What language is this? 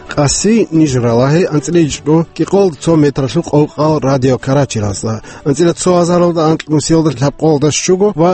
Avaric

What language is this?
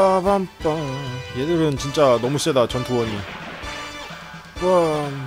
Korean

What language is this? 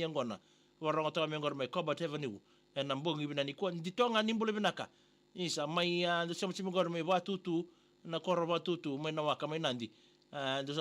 Fijian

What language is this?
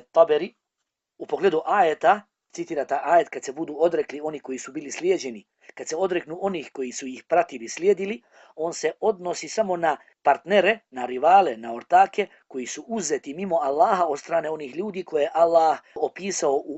Bosnian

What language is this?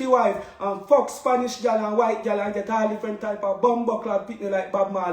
Jamaican Creole English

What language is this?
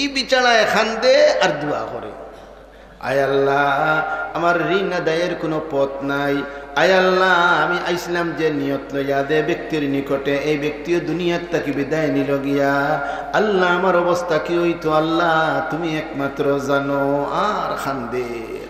Sylheti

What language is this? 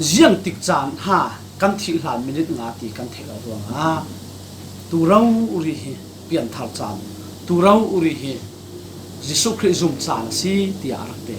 Falam Chin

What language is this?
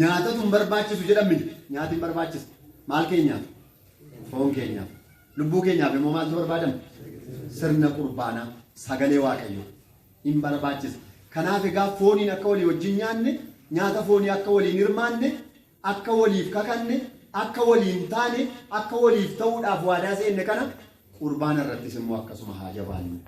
Oromo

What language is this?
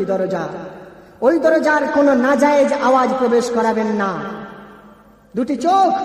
Bangla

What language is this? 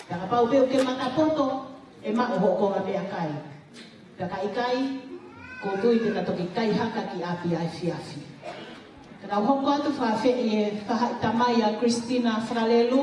Tongan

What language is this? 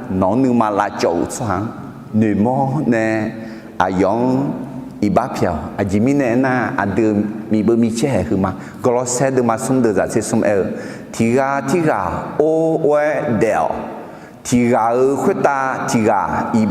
Akha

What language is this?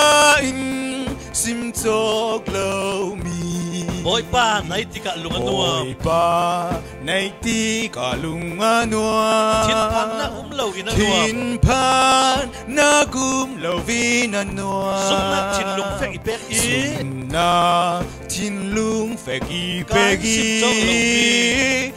Falam Chin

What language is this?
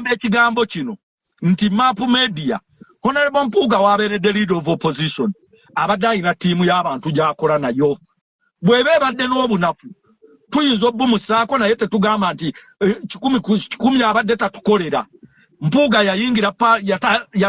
Ganda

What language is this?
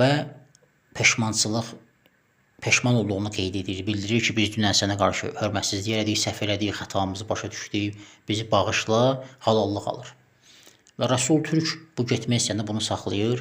Azerbaijani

